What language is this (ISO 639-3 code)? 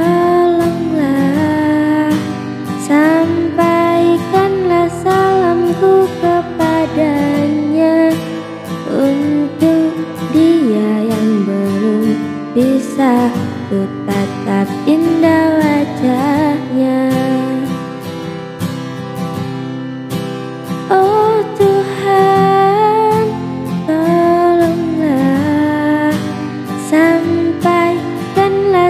ind